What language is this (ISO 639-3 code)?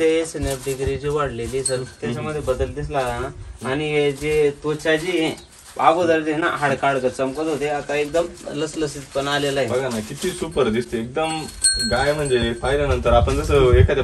mar